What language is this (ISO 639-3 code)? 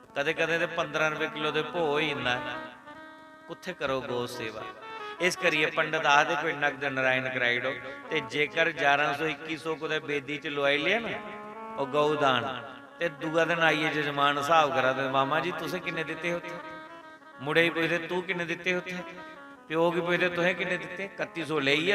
doi